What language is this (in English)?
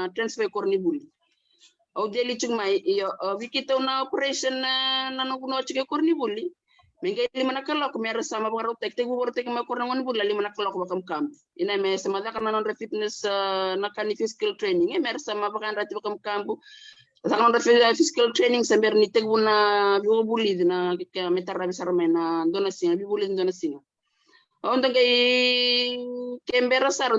Fijian